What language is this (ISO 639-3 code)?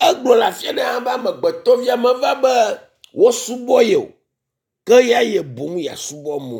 ewe